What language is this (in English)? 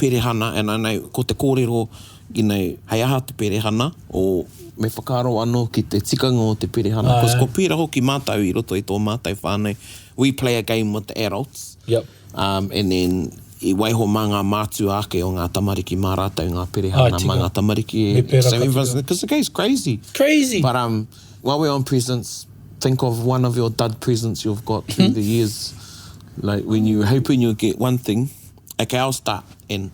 Māori